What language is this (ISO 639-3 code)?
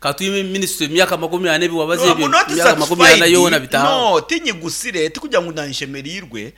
nyn